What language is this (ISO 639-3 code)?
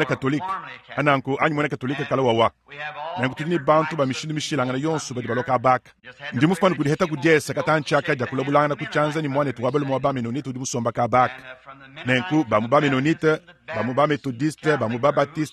lua